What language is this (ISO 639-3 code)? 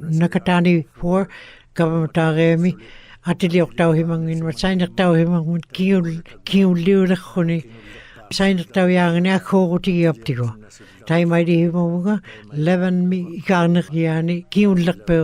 ikt